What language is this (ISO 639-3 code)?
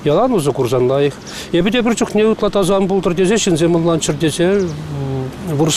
chv